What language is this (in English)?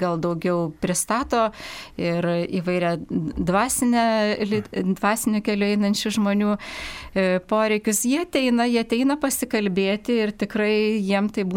Lithuanian